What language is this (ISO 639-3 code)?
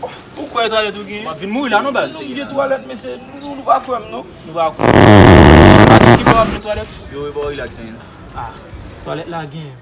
hat